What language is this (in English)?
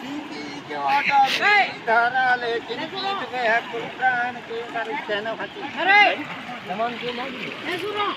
Chhattisgarhi